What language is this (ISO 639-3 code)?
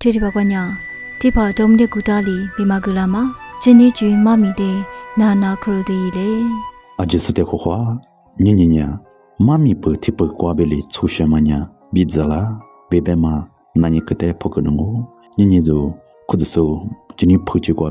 lis